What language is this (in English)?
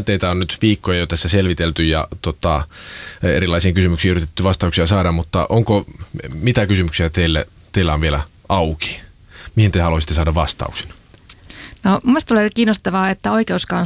Finnish